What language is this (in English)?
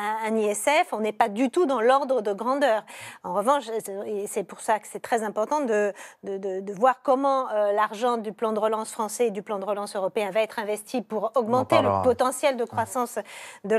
French